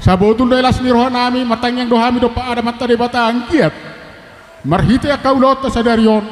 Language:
Batak Toba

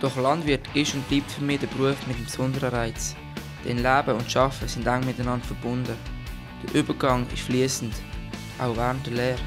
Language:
Swiss German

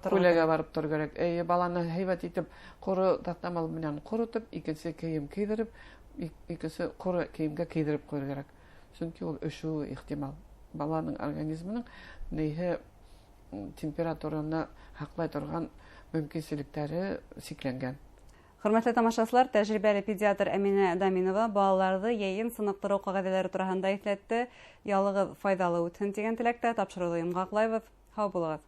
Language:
Bashkir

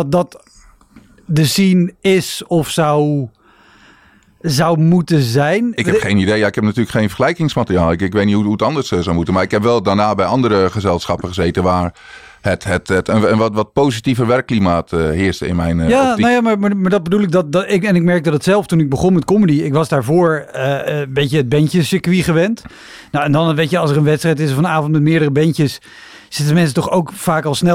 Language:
Dutch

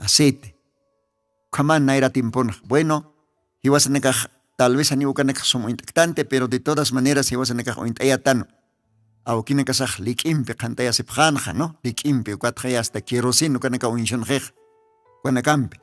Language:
Aymara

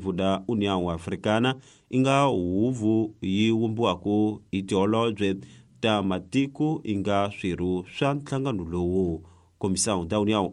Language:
Tsonga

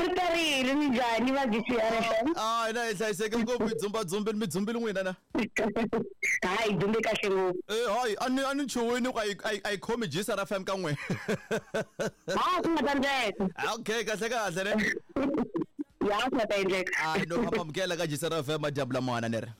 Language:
Tsonga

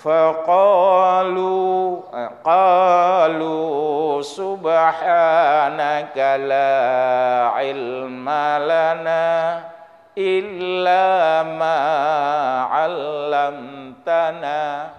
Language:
Achinese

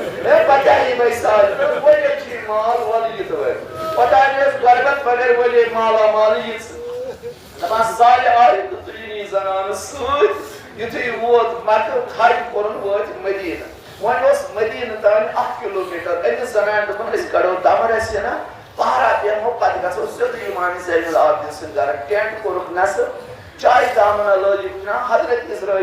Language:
Kashmiri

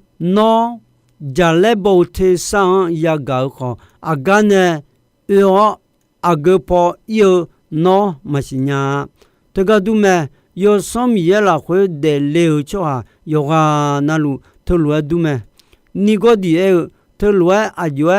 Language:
Akha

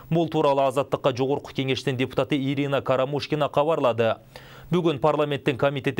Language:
Kyrgyz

